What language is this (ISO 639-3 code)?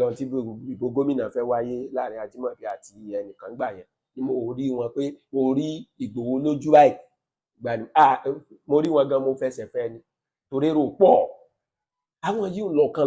yor